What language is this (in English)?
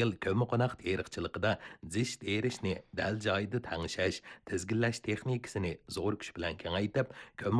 Uyghur